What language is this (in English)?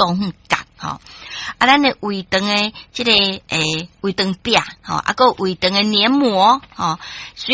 Min Nan Chinese